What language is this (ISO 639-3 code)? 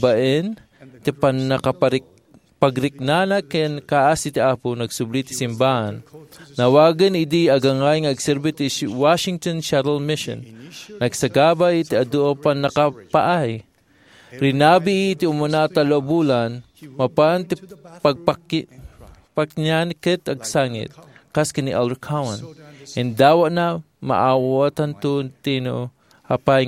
ilo